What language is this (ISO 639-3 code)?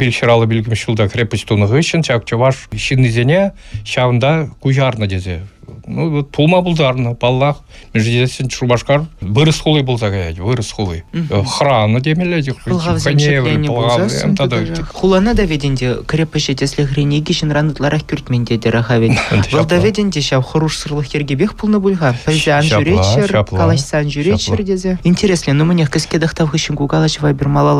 chv